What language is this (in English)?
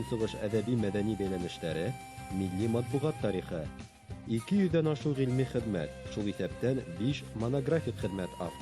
Bashkir